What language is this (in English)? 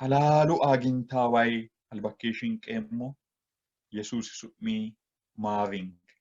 Sidamo